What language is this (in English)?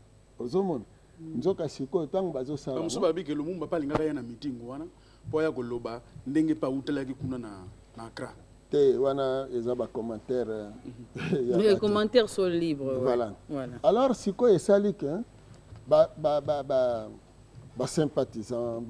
Lingala